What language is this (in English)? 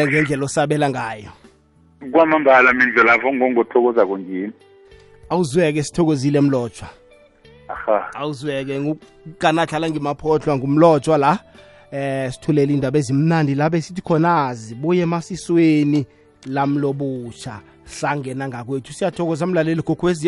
South Ndebele